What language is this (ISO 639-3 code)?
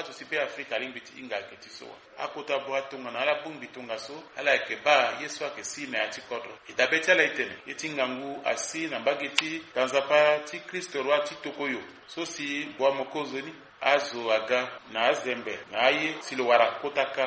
sag